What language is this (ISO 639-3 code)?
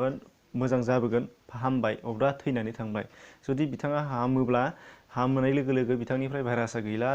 brx